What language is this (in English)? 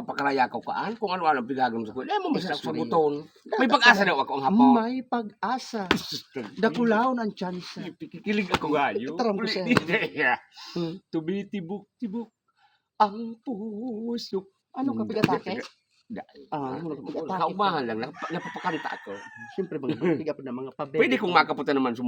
Bikol